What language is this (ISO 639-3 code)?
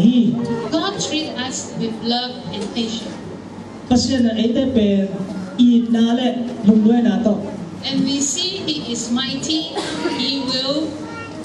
ctd